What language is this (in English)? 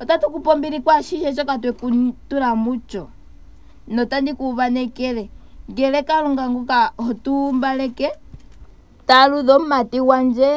Ndonga